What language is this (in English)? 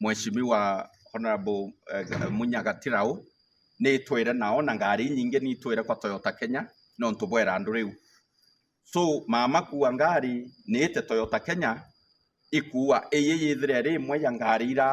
Meru